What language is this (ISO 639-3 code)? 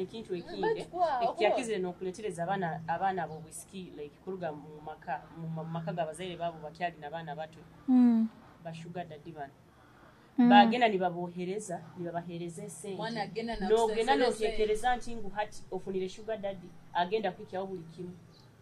nyo